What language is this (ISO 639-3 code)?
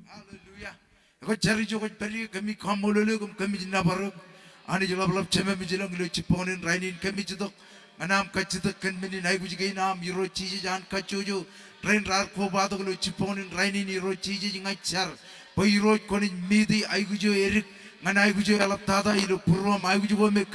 mah